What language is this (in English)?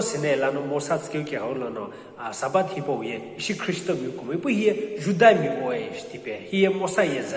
Sumi Naga